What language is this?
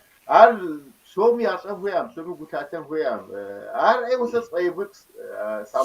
Kabardian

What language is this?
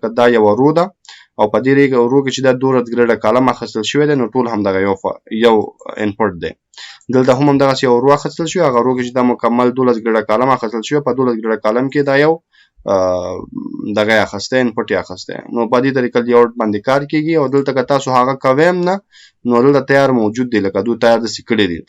Pashto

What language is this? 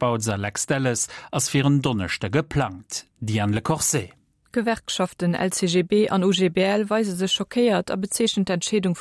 Luxembourgish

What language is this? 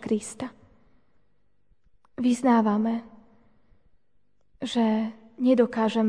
Slovak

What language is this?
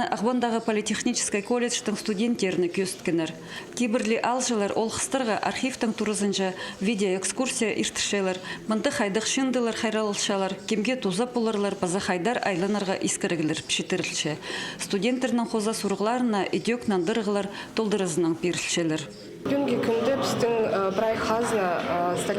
Khakas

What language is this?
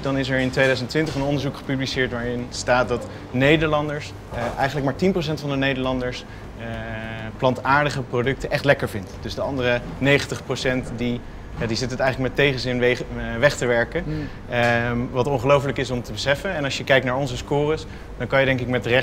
Dutch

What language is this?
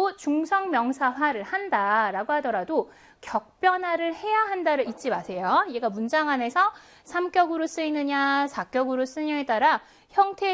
Korean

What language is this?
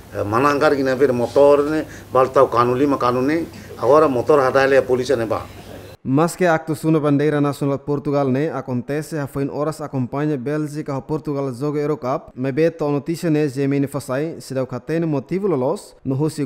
Tetum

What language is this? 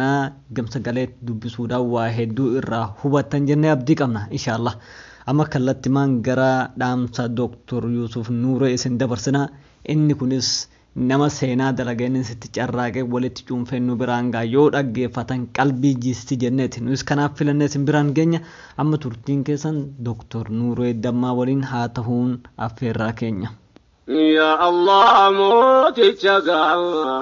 Oromo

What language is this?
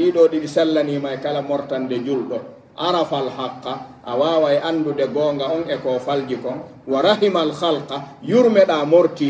Pular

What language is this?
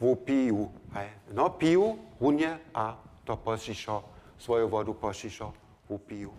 Upper Sorbian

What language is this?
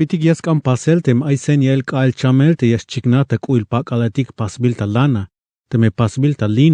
Tzeltal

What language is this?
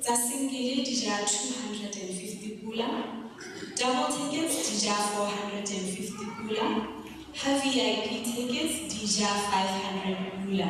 Tswana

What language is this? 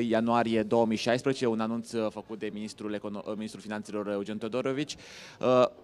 Romanian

